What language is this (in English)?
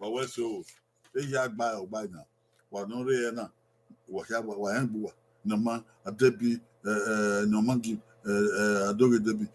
Bini